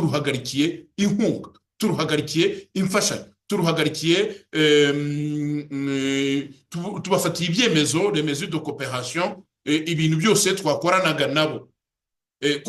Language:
Kinyarwanda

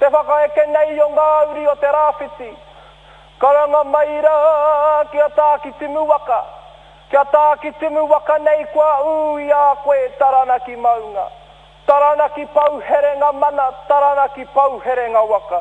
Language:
Māori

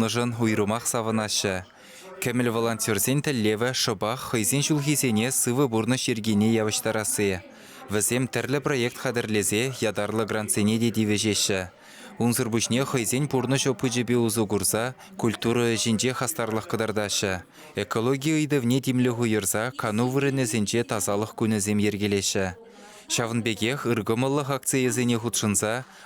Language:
Chuvash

